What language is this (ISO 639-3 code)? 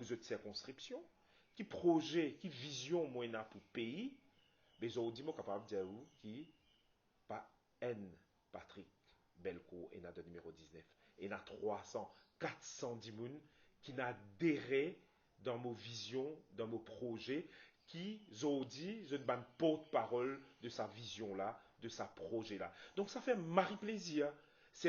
mfe